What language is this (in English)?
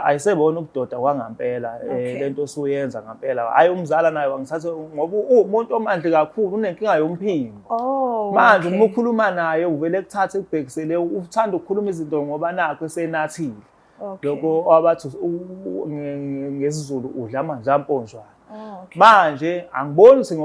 Zulu